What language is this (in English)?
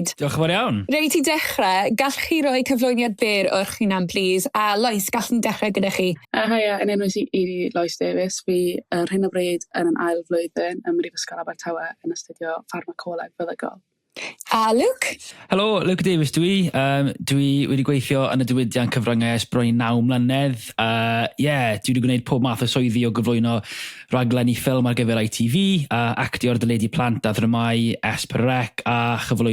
Welsh